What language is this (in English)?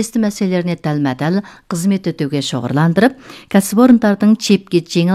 Kazakh